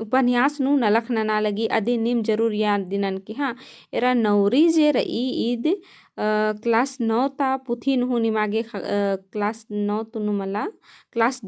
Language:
Kurukh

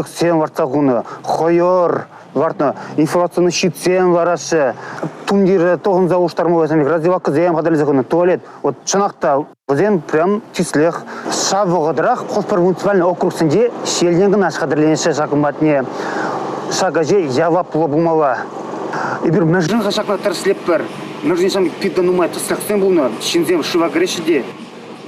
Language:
Chuvash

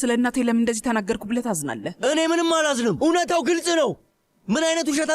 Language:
Amharic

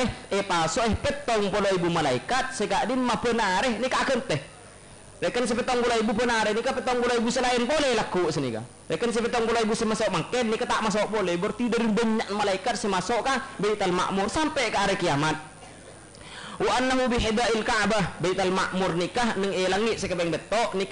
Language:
Madurese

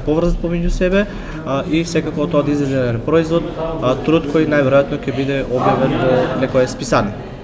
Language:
Macedonian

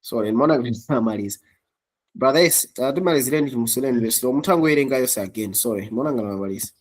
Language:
Nyanja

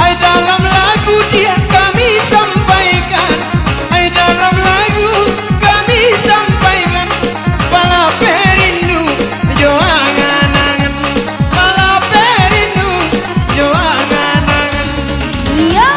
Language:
Minangkabau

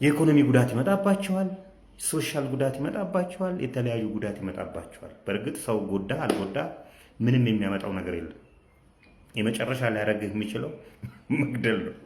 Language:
Amharic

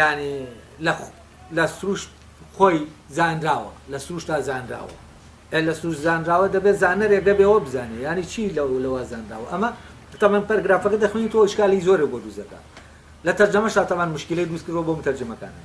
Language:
Central Kurdish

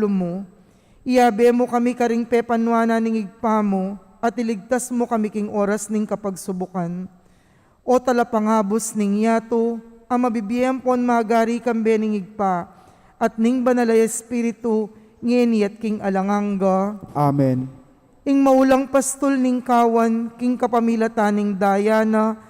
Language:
Pampanga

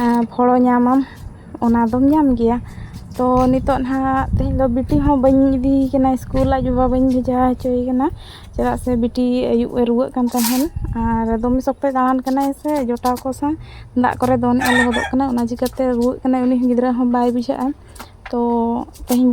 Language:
Santali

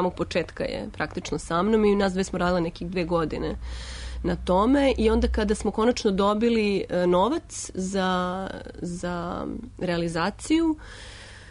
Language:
Serbian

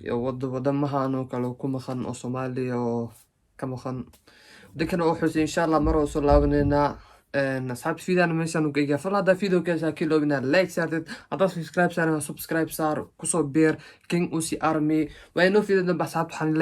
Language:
Somali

